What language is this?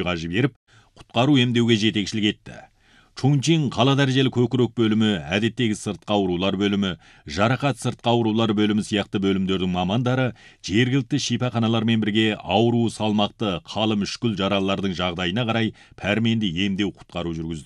Kazakh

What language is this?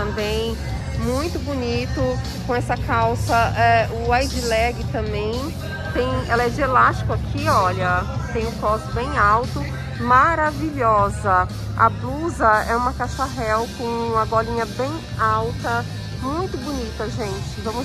Portuguese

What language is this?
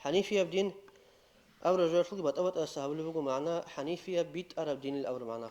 Avaric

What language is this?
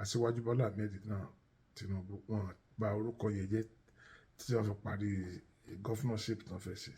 Yoruba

